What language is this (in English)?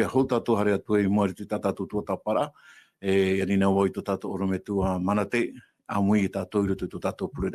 Tahitian